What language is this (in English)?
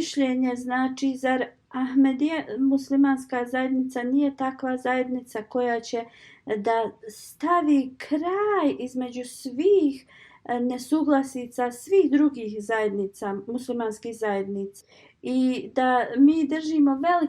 Bosnian